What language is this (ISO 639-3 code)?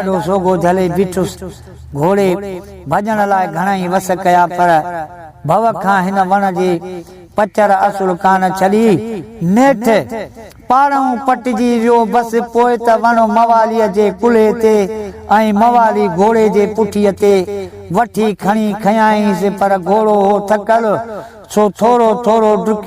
snd